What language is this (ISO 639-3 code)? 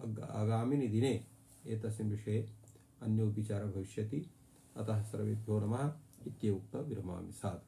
san